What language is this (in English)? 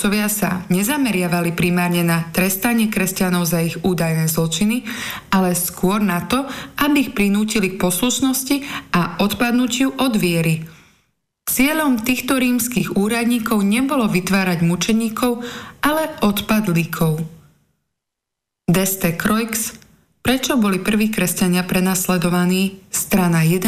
Slovak